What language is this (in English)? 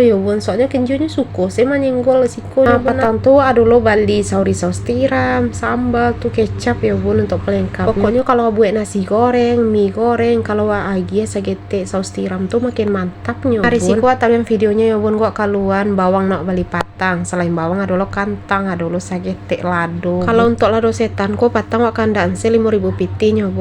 Minangkabau